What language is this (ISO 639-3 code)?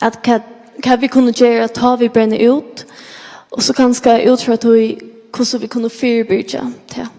fao